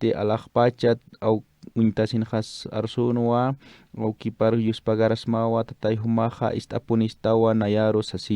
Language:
Aymara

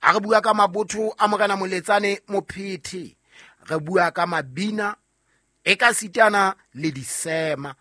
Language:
Southern Sotho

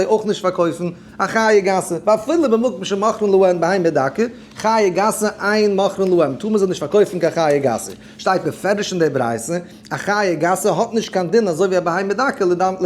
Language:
Yiddish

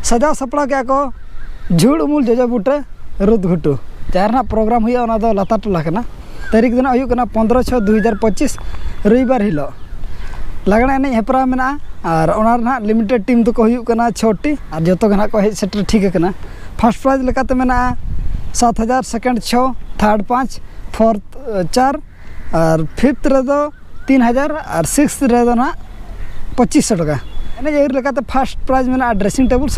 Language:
Santali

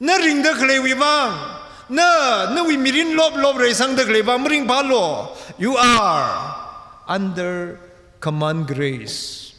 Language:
Tangkhul Naga (India)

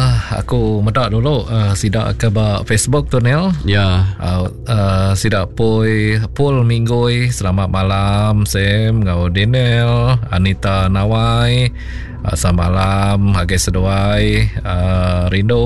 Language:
Iban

